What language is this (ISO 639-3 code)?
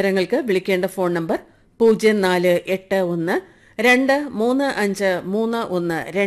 mal